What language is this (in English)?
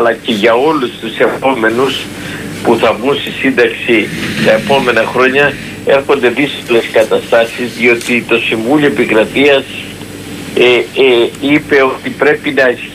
Greek